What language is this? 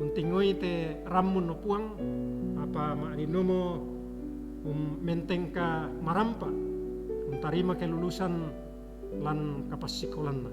Toraja-Sa'dan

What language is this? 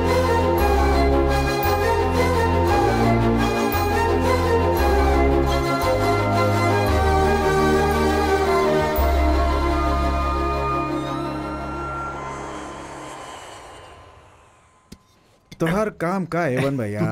Bhojpuri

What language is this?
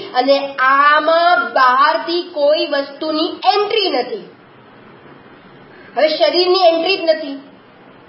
Gujarati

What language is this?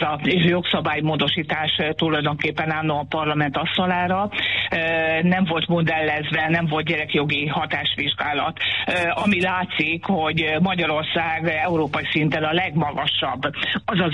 Hungarian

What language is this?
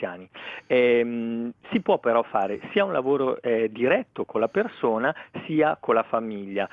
Italian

